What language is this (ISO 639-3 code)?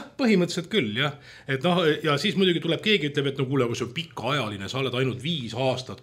est